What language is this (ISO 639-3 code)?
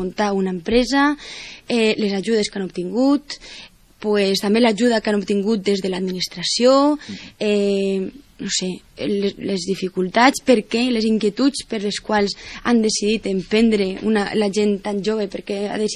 cat